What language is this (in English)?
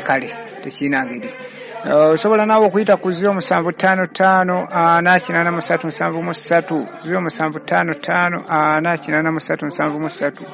Ganda